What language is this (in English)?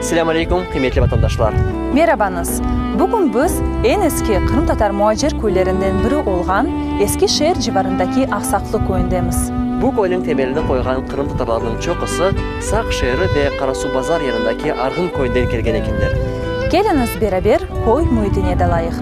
Crimean Tatar